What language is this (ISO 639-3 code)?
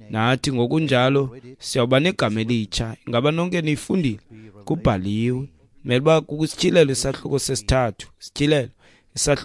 xho